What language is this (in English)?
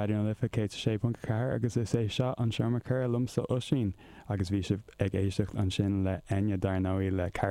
Irish